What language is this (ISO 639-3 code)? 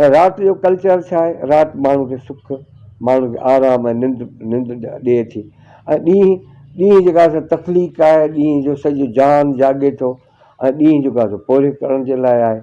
snd